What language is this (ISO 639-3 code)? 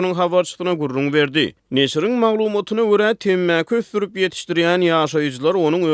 tuk